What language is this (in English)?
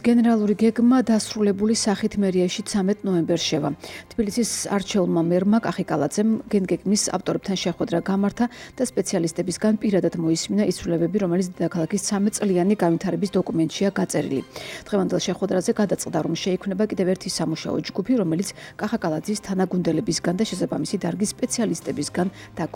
Georgian